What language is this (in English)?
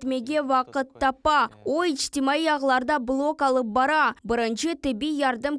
Crimean Tatar